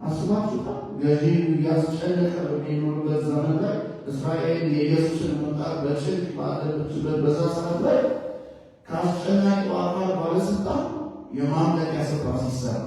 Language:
Amharic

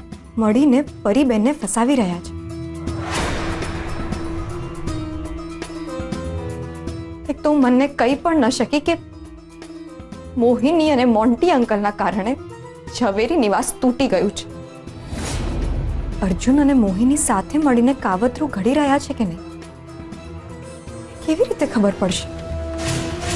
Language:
Gujarati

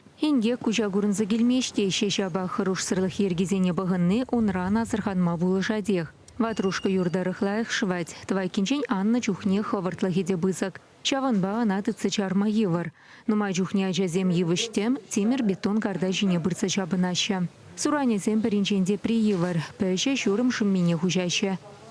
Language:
Chuvash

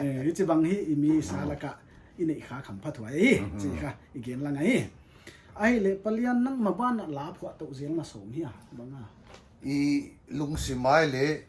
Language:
Paite Chin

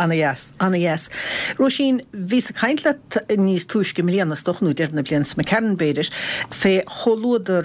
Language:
Irish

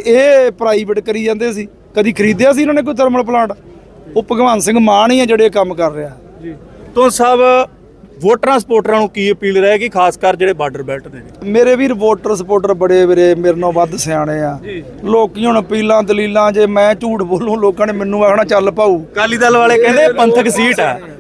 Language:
Punjabi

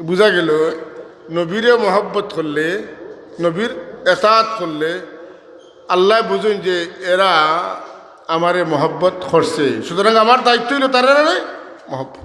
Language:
Sylheti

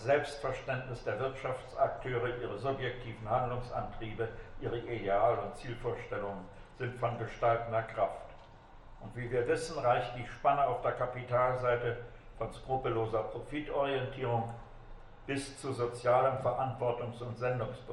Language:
German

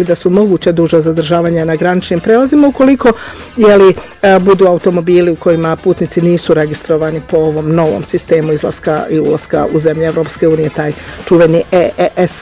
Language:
Bosnian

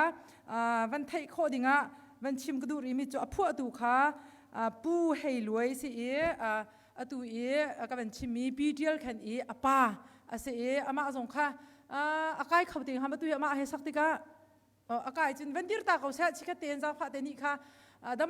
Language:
Hakha Chin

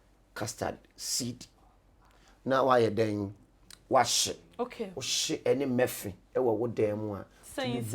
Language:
Akan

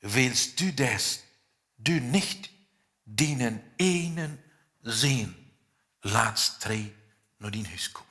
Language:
Plautdietsch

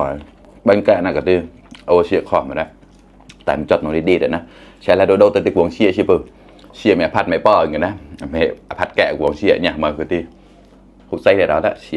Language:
Mon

